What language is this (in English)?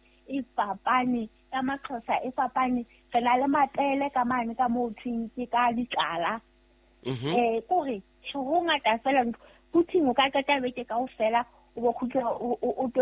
Southern Sotho